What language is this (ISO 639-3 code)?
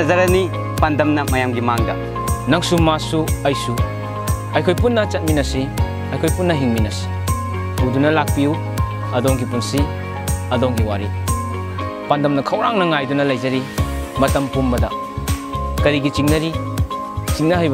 mni